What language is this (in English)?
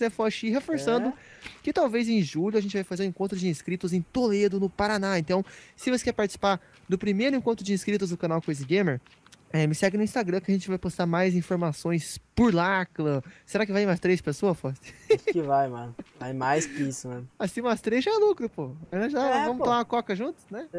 Portuguese